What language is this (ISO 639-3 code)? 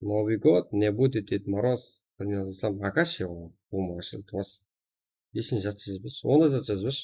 kaa